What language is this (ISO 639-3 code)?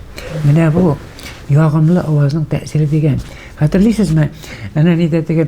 tat